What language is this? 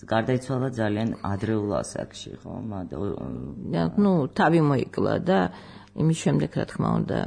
Georgian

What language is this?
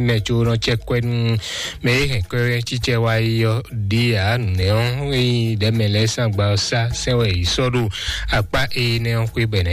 Fon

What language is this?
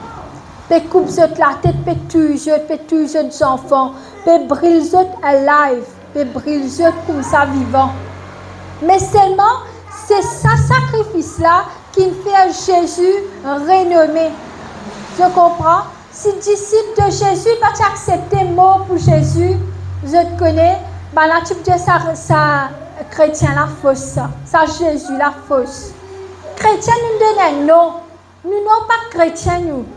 Morisyen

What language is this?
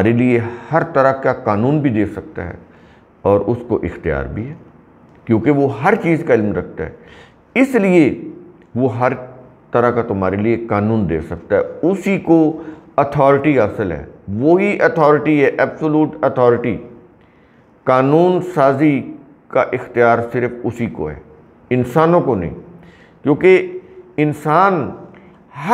Urdu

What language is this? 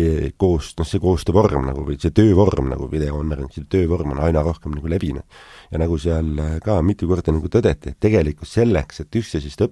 Estonian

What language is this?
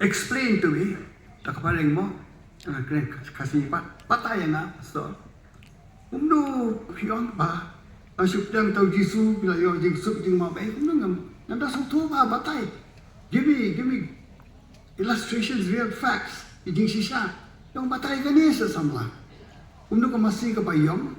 Khasi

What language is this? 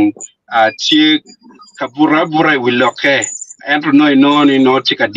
Acoli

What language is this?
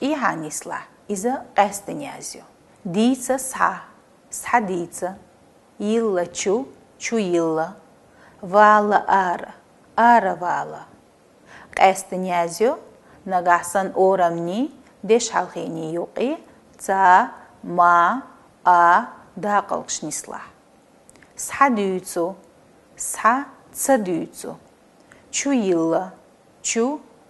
Chechen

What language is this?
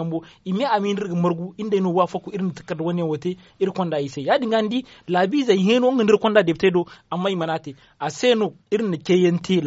Zarma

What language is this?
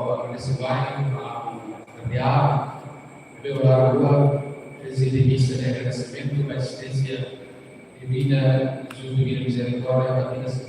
Tetum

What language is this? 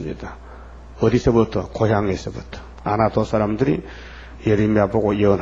Korean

